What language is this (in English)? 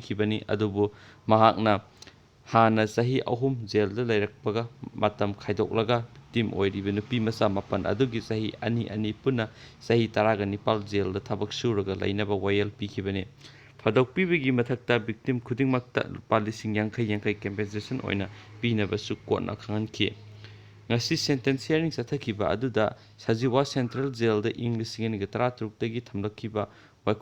Manipuri